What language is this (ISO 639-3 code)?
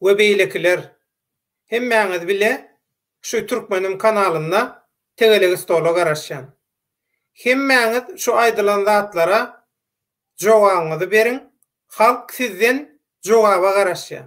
tuk